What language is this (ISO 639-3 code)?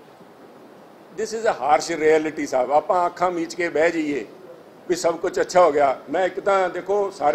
pan